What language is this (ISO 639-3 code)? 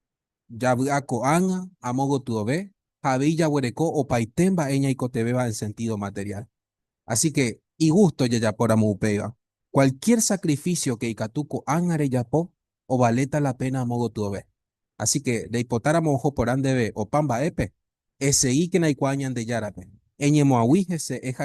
grn